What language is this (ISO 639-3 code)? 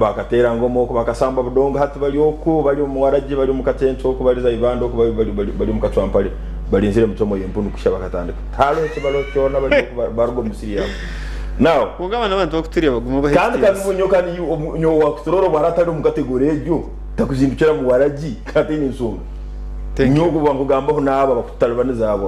nyn